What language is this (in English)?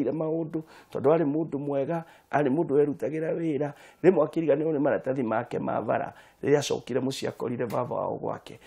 Kikuyu